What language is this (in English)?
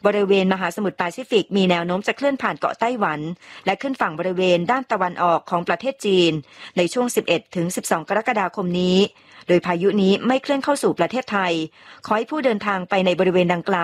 Thai